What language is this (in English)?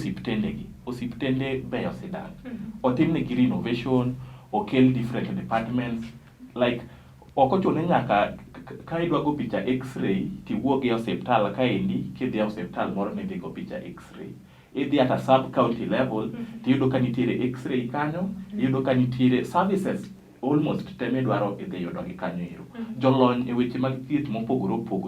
Luo (Kenya and Tanzania)